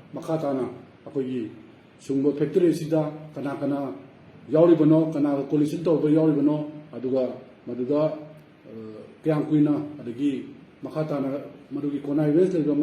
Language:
Manipuri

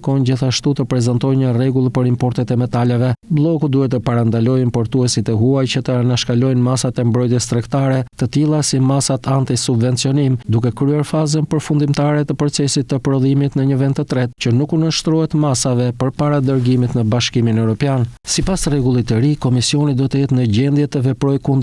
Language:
Albanian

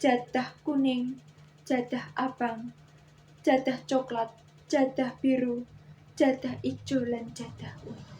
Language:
Javanese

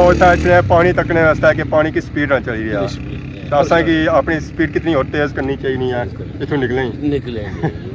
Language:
Pahari-Potwari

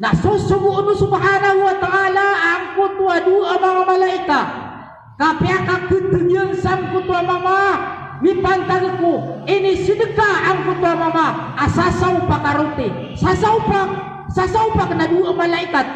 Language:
Maranao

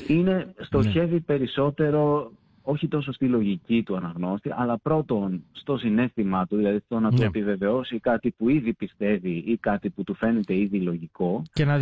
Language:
Greek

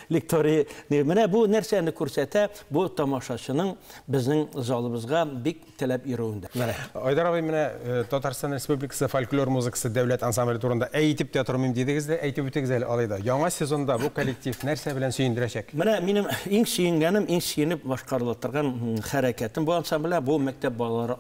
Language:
Tatar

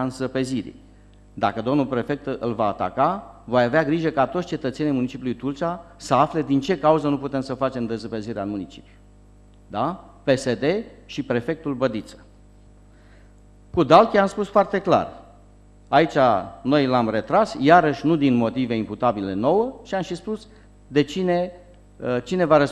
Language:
Romanian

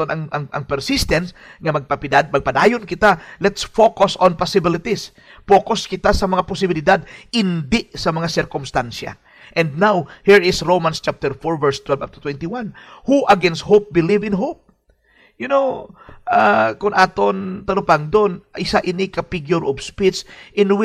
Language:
Hiligaynon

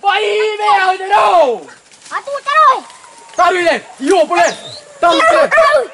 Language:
Minangkabau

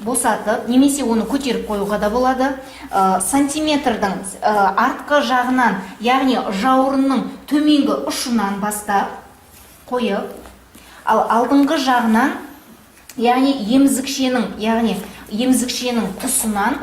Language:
Kazakh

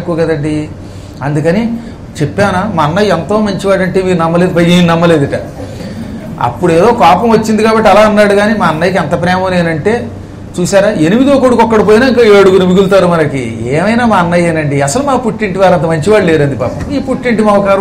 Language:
Telugu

